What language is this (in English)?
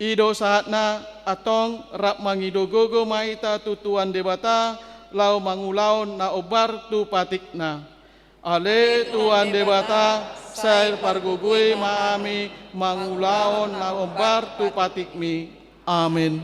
Batak Toba